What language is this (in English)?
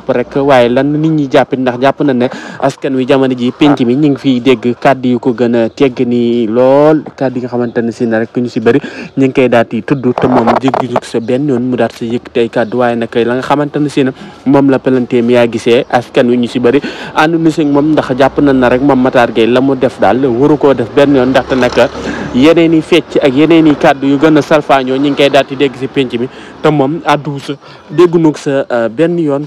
Wolof